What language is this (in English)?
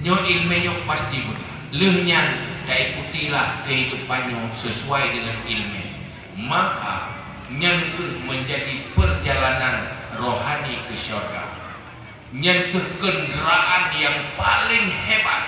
Achinese